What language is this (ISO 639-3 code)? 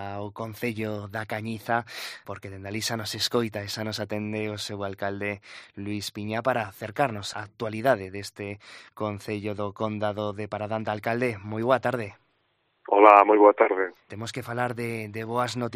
glg